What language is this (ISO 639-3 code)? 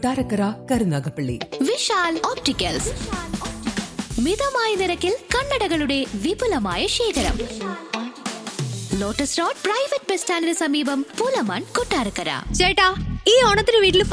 mal